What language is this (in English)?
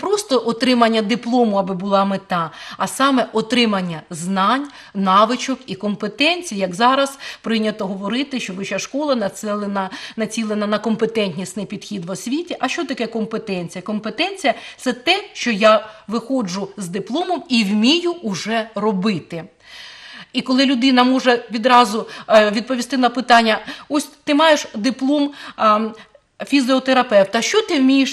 Ukrainian